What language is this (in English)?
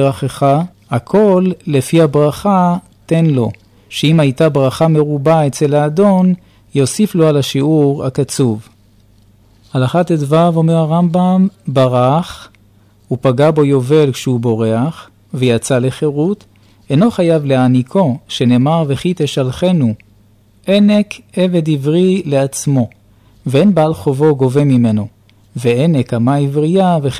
Hebrew